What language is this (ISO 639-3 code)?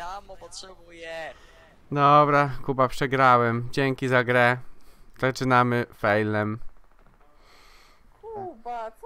pol